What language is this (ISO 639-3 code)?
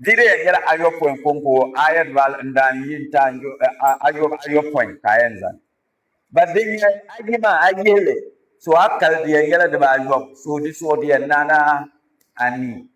dag